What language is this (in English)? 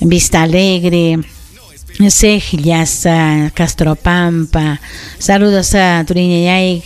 Ayacucho Quechua